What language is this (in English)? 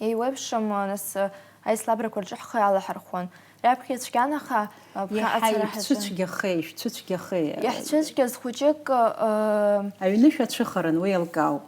Abkhazian